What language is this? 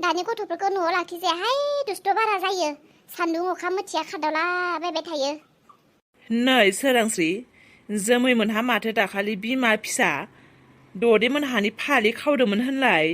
Bodo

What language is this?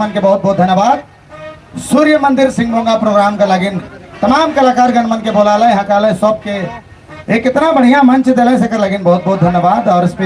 Sadri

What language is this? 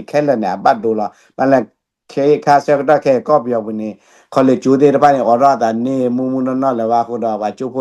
S'gaw Karen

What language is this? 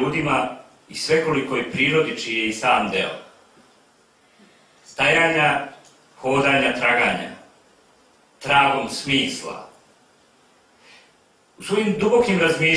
Serbian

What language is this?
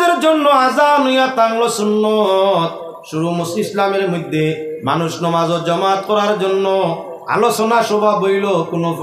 Sylheti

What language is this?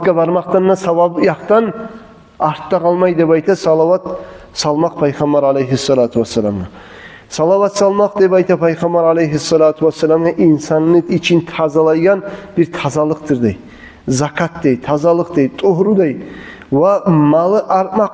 Kumyk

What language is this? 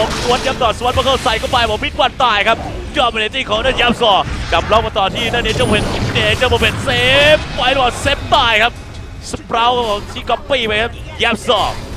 Thai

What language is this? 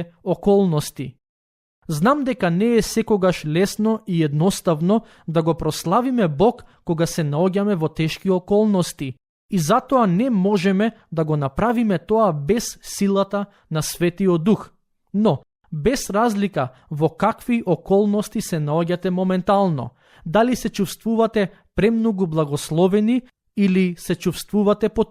Macedonian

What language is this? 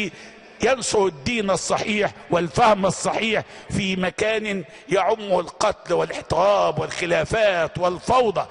Arabic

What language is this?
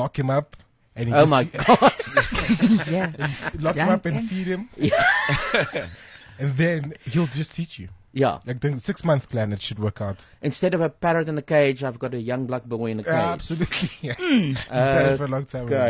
Afrikaans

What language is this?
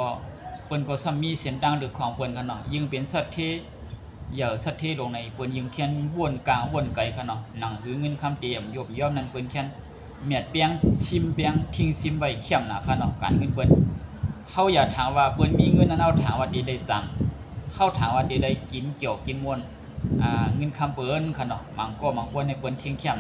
Shan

